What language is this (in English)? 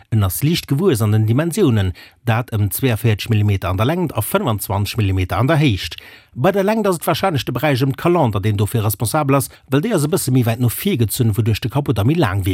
Luxembourgish